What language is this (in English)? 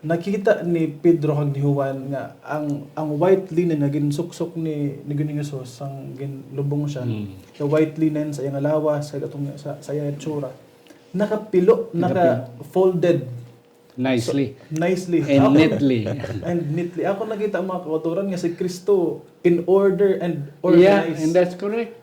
Hiligaynon